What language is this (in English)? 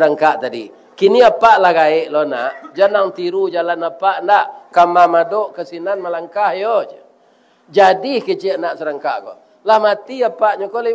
Minangkabau